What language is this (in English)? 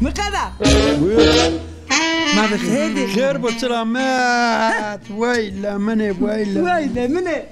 Zaza